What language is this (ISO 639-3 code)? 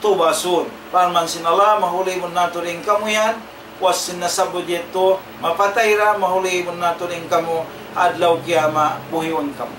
tsg